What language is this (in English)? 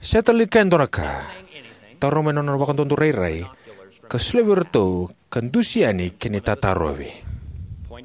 Fijian